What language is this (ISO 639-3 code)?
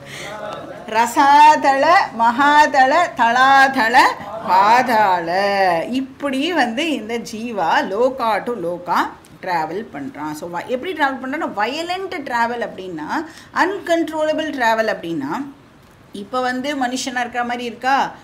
tam